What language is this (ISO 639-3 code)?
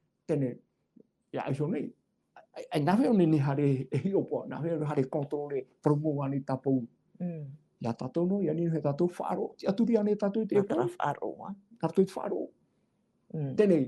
tah